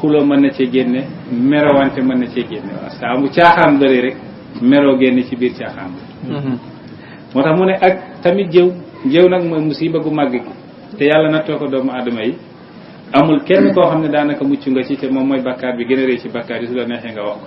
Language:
Wolof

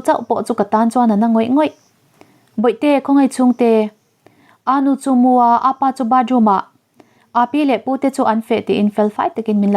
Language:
Mizo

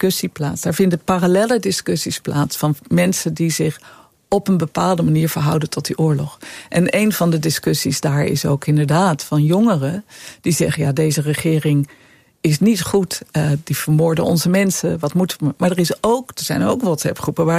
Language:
Dutch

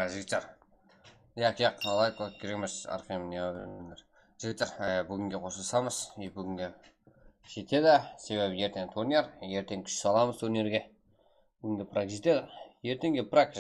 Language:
Kara-Kalpak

